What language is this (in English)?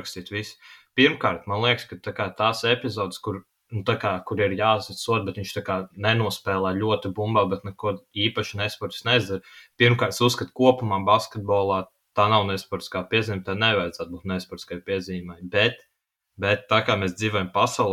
Latvian